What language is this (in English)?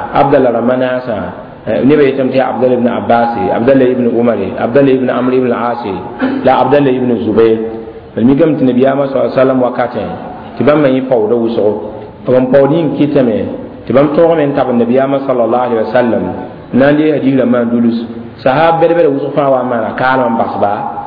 Mossi